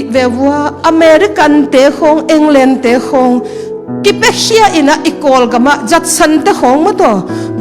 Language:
Tedim Chin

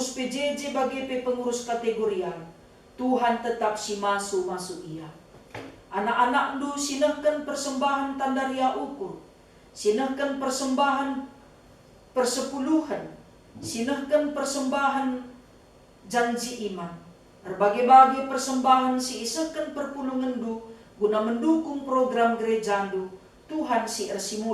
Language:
Batak Karo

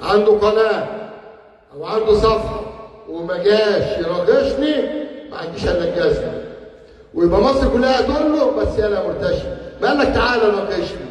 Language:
Egyptian Arabic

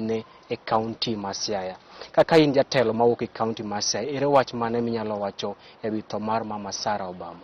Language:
Luo (Kenya and Tanzania)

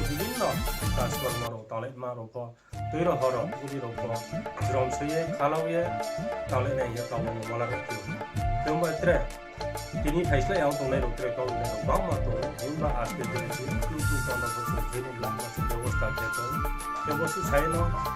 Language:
Riang (India)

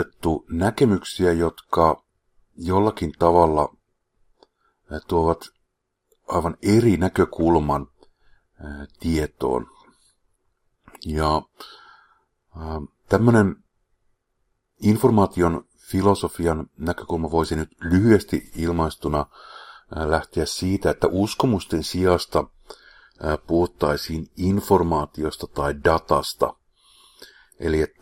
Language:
Finnish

